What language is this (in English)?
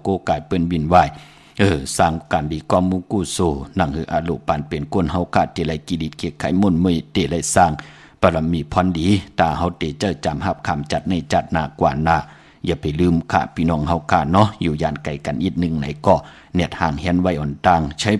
Shan